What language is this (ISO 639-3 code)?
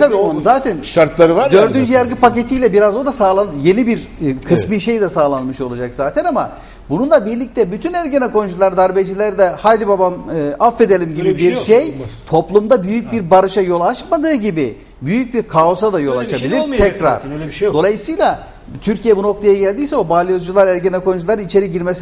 tur